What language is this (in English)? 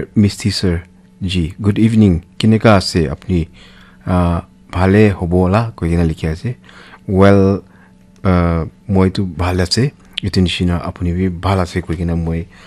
Naga Pidgin